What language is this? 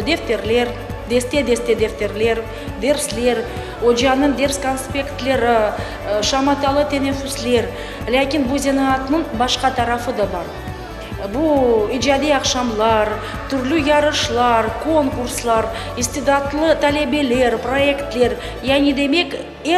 Crimean Tatar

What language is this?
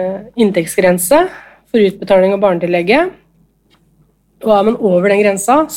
Norwegian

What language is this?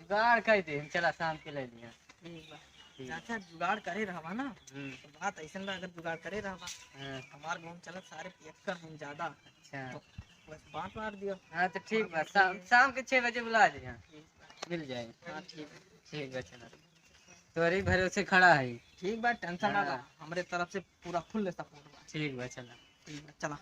Awadhi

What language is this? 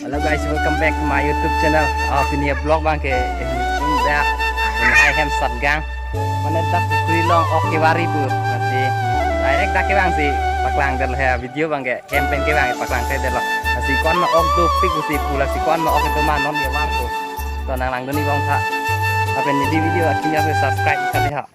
Karbi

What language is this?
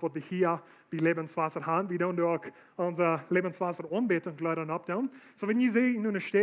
Plautdietsch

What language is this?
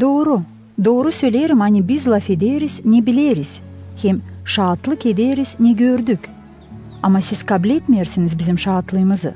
Gagauz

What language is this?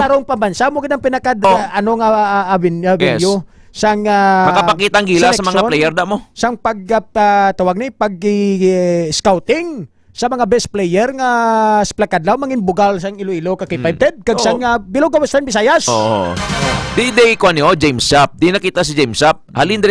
Hiligaynon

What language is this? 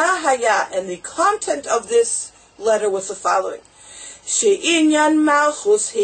English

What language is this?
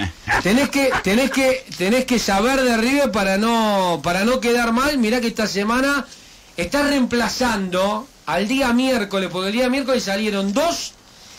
Spanish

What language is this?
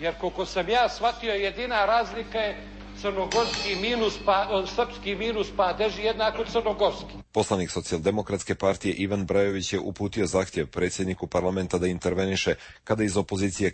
Serbian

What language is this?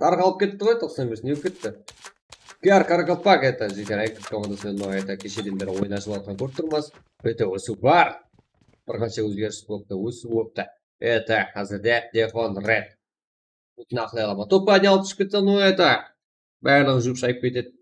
Kara-Kalpak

